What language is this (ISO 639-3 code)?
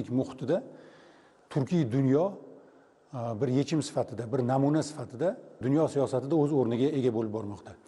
uzb